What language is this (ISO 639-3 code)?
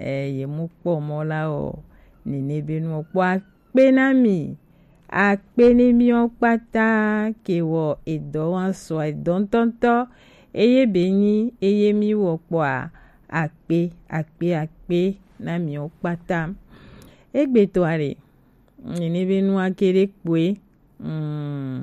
gej